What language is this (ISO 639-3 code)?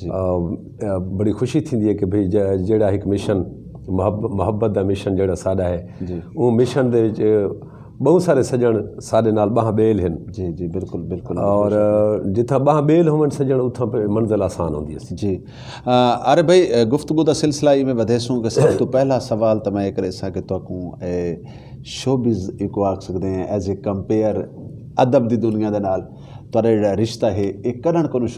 skr